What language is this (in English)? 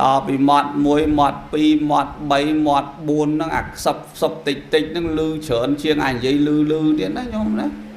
Khmer